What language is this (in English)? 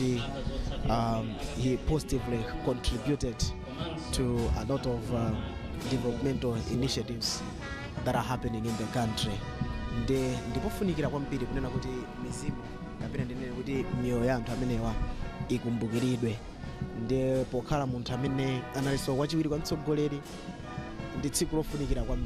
Nyanja